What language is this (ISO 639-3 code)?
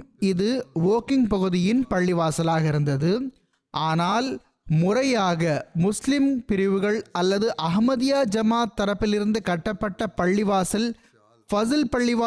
tam